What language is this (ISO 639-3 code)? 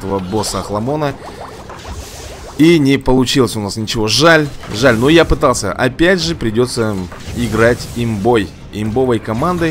rus